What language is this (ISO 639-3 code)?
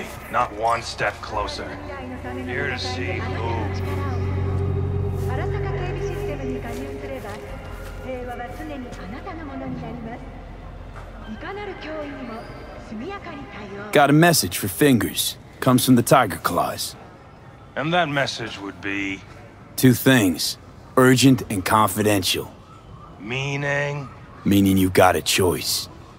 eng